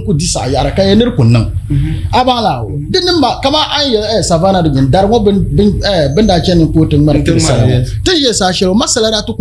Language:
Dagbani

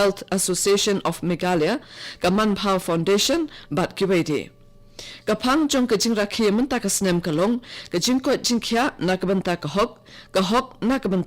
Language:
Khasi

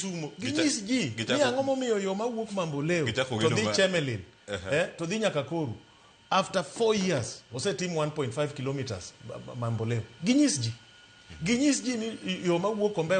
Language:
Luo (Kenya and Tanzania)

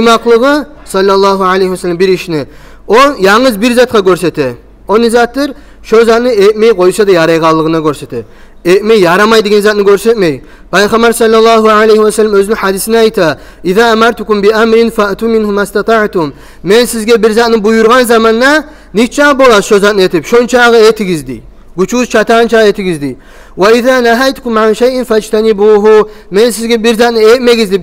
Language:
Kumyk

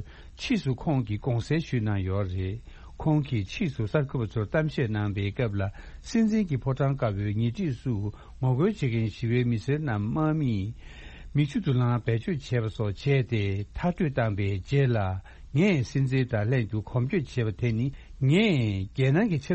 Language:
Tibetan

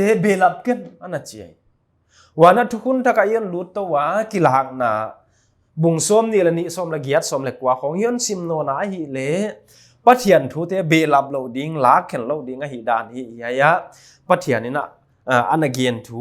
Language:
Paite Chin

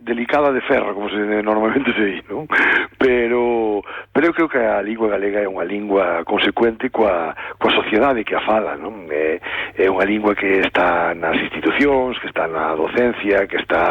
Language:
Galician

